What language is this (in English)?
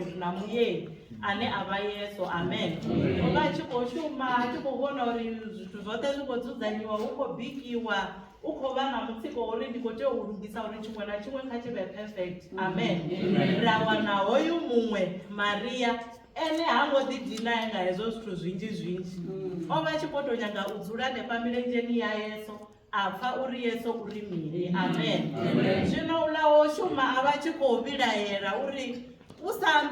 Venda